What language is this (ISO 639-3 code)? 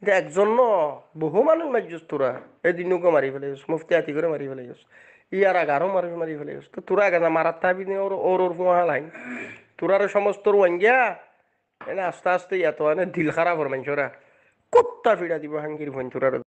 rhg